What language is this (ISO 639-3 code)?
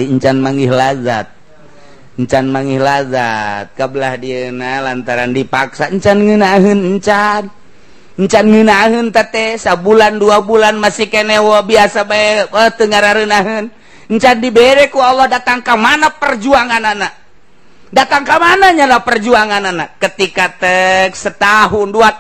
sun